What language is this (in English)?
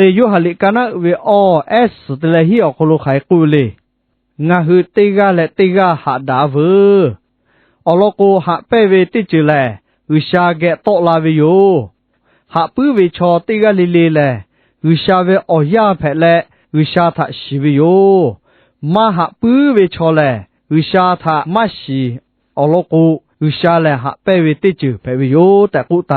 Lahu